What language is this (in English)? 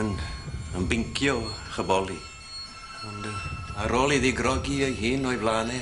Welsh